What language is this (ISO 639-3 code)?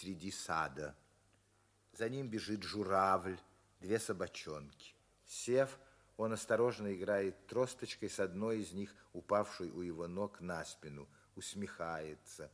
rus